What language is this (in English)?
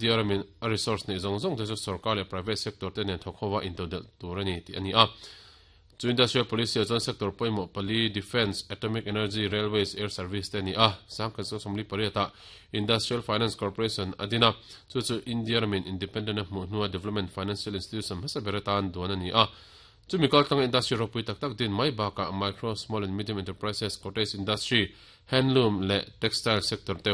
Mizo